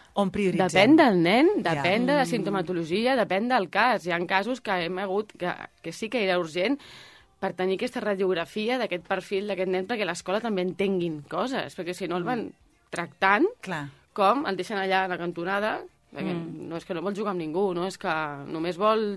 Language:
Catalan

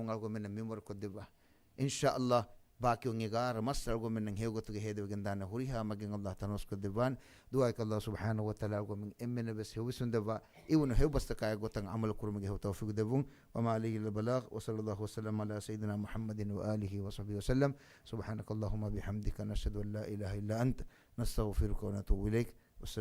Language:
Divehi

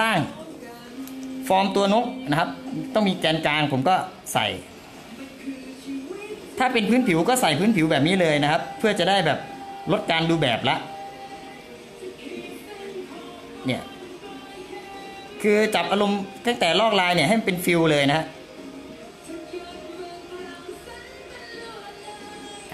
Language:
Thai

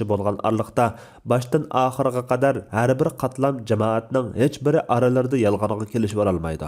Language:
Uyghur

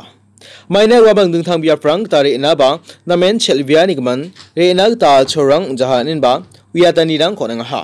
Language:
Garo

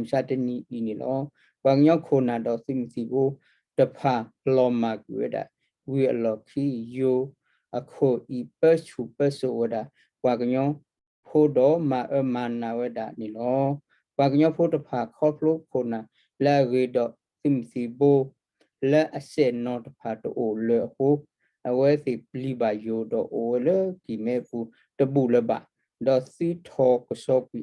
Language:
S'gaw Karen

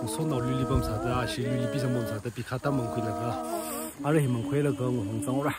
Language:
Tangkhul Naga (India)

